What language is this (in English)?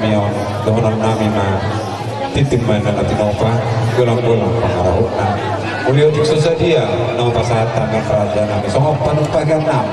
Batak Toba